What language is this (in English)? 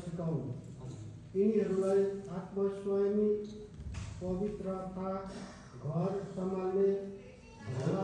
Nepali